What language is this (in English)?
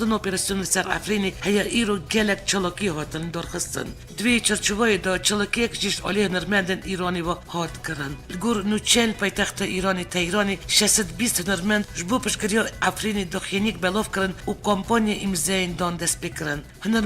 Kurdish